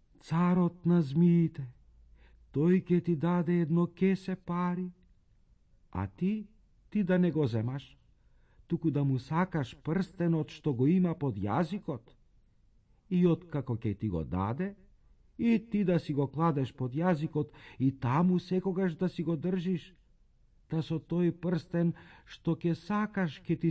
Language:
Macedonian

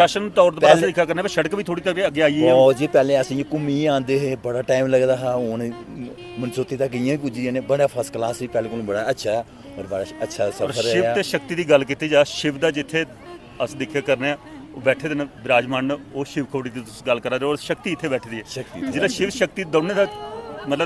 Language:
Dogri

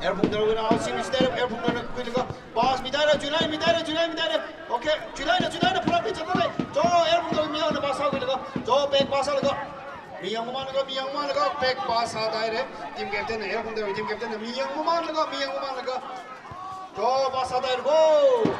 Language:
Tangkhul Naga (India)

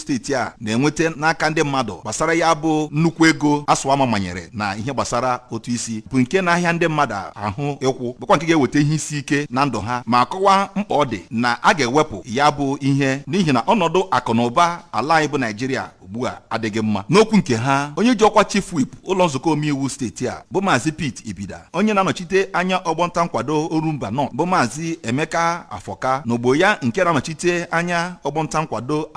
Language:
Igbo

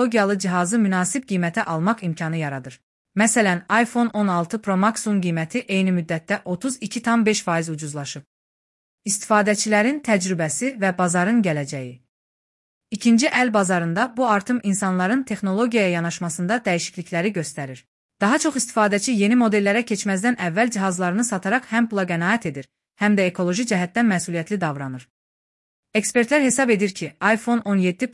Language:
Azerbaijani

